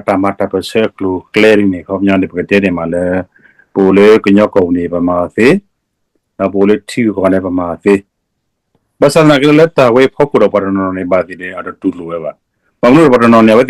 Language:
S'gaw Karen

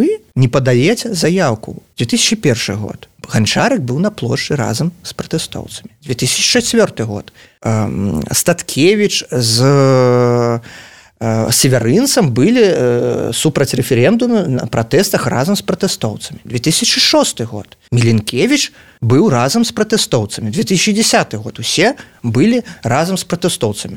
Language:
Belarusian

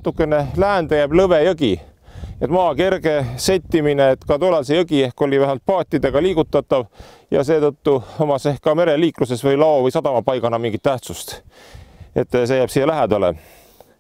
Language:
Estonian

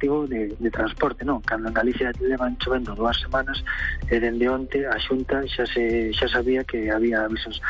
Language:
Galician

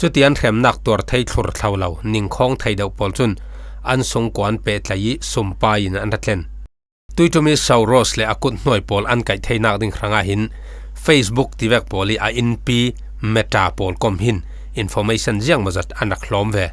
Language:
Falam Chin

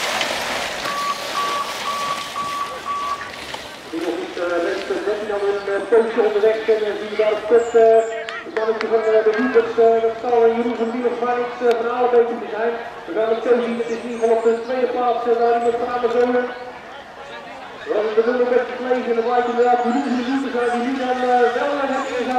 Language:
Dutch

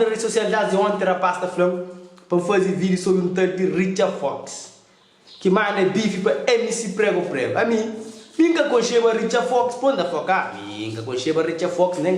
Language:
Kabuverdianu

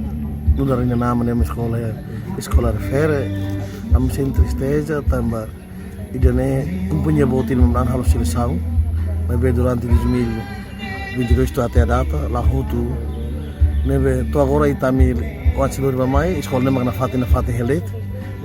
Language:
Tetum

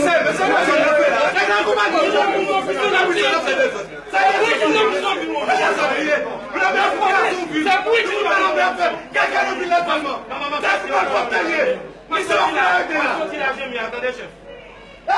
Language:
Haitian Creole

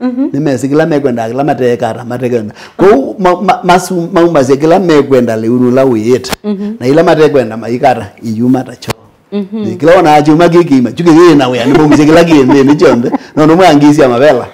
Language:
Kamba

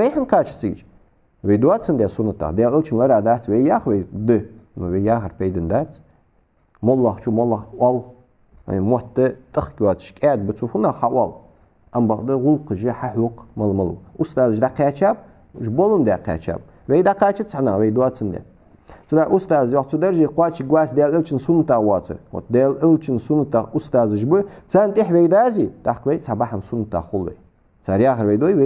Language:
Ingush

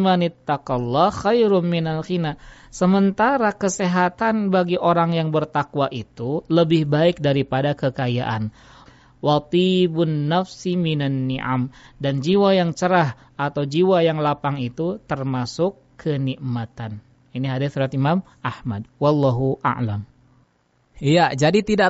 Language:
Indonesian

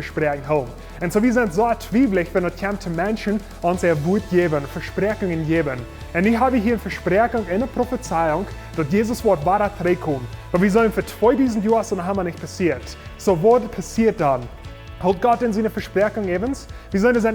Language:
Plautdietsch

